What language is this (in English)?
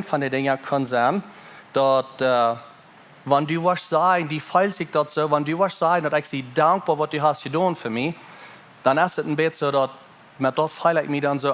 Plautdietsch